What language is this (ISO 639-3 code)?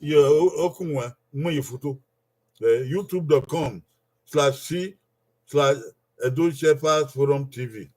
bin